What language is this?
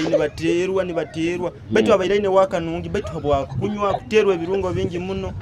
Nyoro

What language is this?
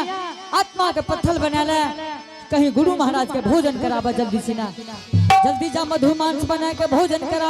Angika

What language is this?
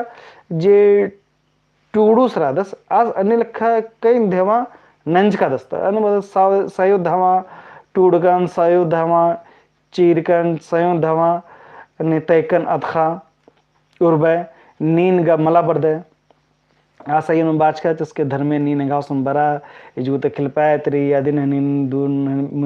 Kurukh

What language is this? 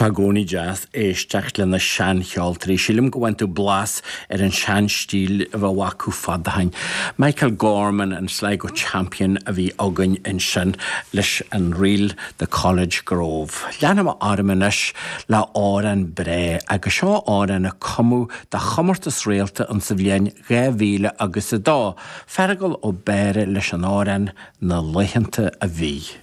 Irish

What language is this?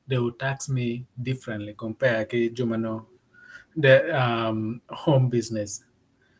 Acoli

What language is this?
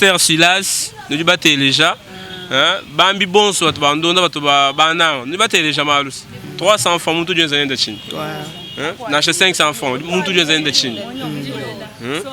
Luba-Lulua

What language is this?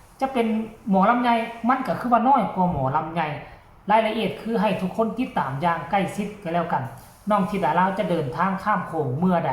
Northeastern Thai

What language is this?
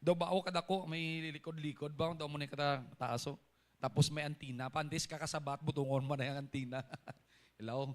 Hiligaynon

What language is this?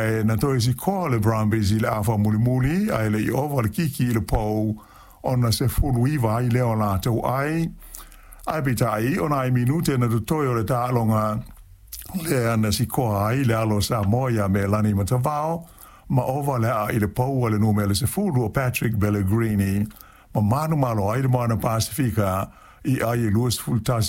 Samoan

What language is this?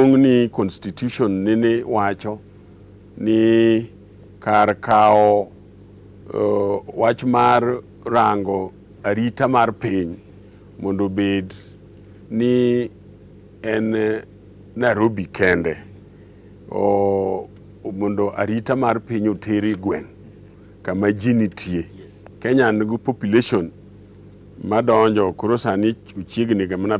Luo (Kenya and Tanzania)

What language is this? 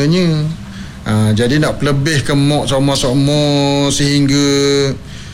Malay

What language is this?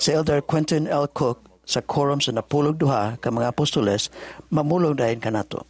Cebuano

